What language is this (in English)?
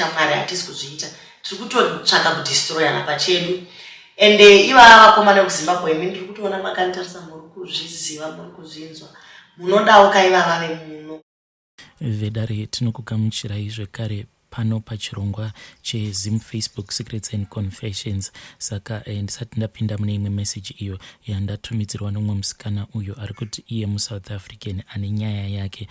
Shona